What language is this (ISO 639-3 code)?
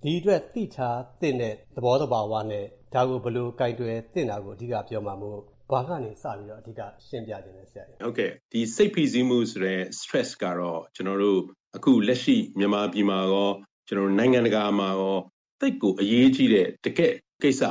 mya